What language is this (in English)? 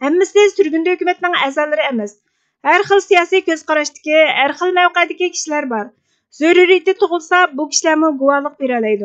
Uyghur